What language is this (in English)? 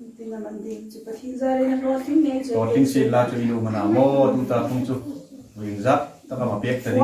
Hmar